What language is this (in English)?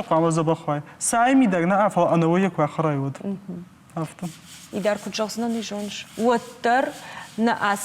Ossetic